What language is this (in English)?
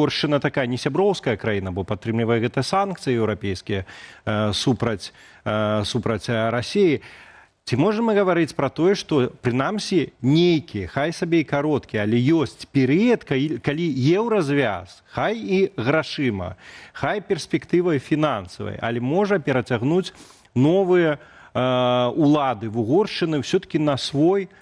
Belarusian